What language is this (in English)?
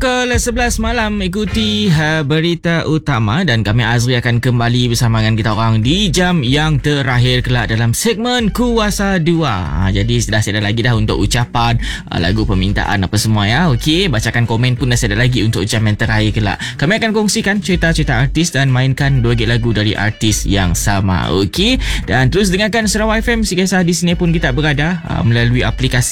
Malay